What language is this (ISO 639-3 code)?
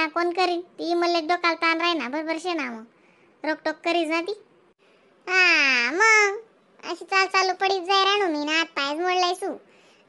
khn